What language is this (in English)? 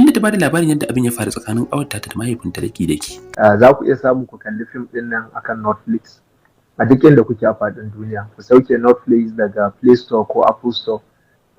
Hausa